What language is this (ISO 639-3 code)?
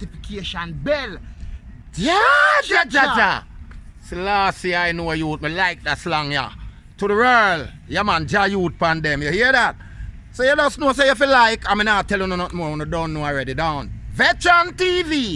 jam